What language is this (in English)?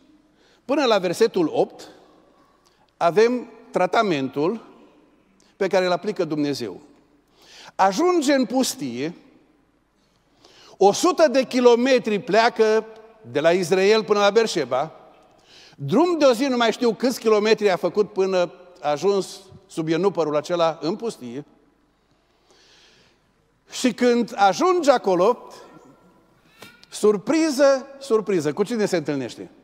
Romanian